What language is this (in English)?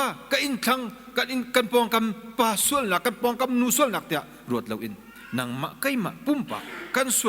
Hakha Chin